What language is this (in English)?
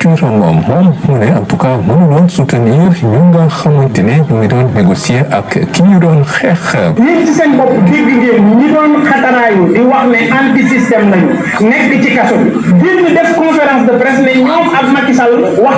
Wolof